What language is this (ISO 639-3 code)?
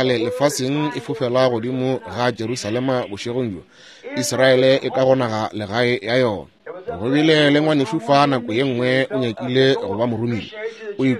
nso